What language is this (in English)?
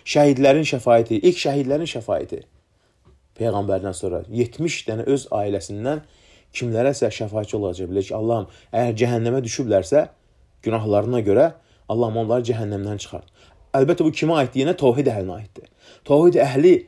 Azerbaijani